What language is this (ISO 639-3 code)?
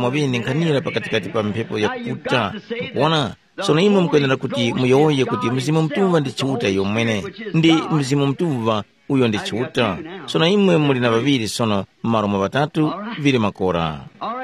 tum